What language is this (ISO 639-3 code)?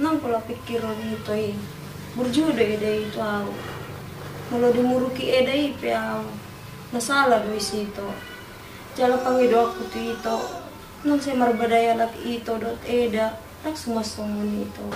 bbc